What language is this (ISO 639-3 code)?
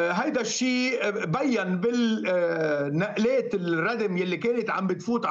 ara